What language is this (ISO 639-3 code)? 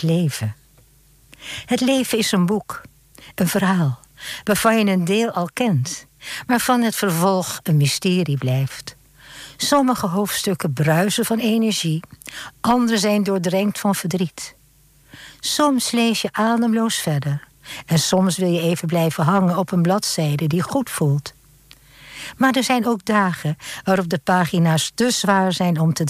nld